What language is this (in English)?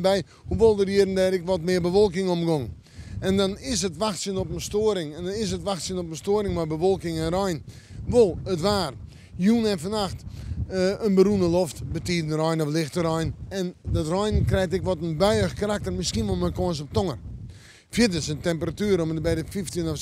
Western Frisian